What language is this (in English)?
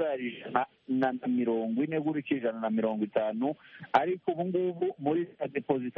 Kinyarwanda